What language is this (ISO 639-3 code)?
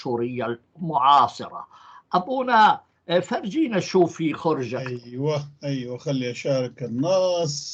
apc